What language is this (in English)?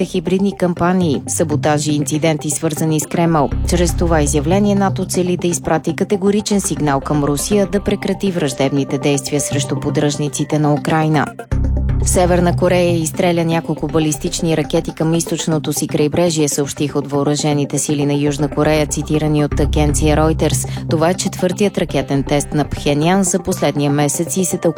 Bulgarian